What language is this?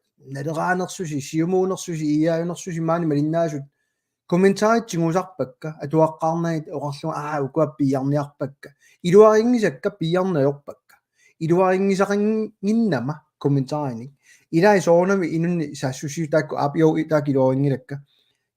Kalaallisut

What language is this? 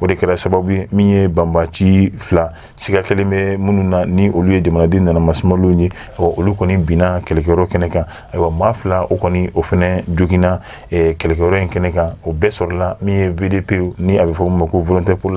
Bambara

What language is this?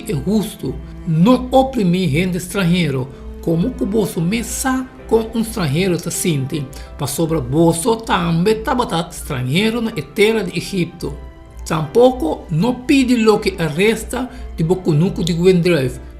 Papiamento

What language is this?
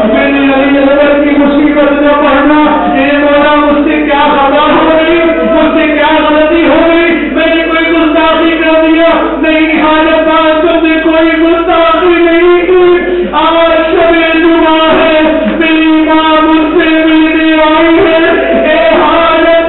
Urdu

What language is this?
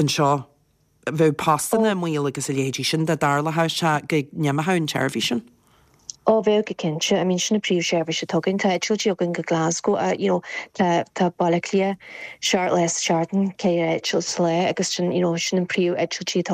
Irish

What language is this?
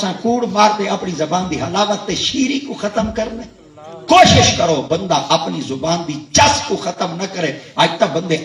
Saraiki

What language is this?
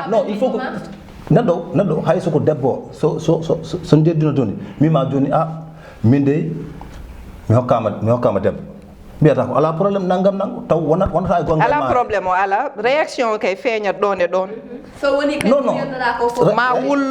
Fula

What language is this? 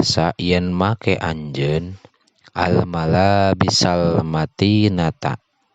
Sundanese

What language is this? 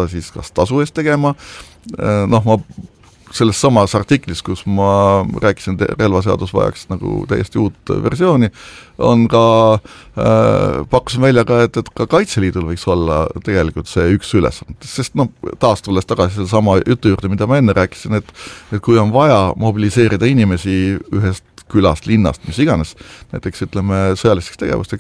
Estonian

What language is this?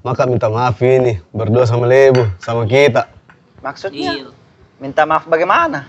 Makassar Malay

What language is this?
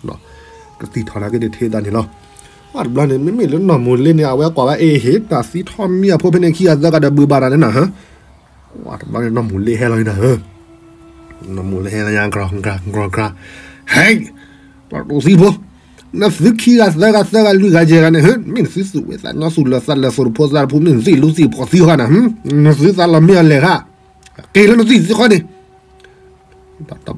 S'gaw Karen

